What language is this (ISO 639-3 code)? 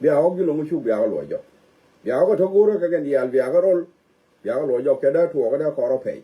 nus